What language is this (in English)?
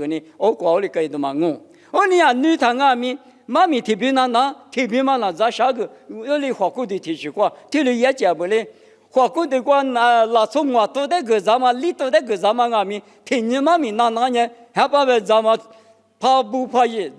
Lisu